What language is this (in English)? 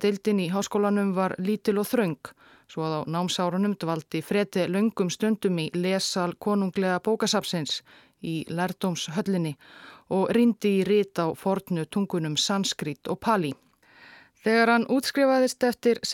Icelandic